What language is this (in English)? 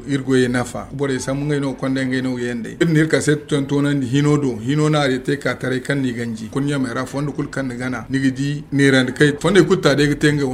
Zarma